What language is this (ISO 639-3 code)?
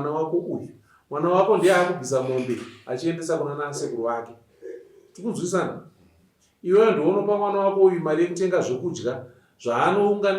sna